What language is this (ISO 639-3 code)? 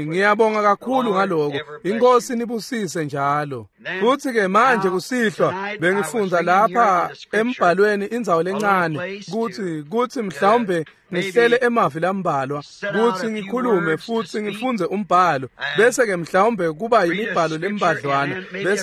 ssw